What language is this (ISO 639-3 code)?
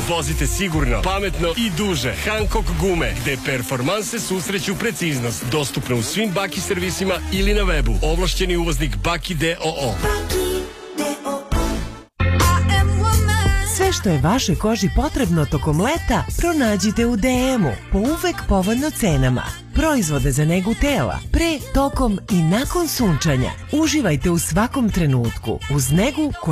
srp